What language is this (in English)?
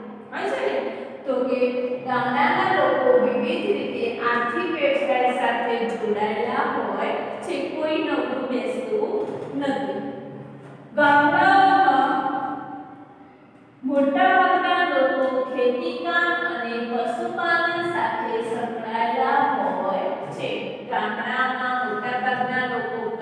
Gujarati